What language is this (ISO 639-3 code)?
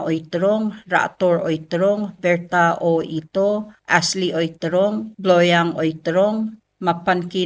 pau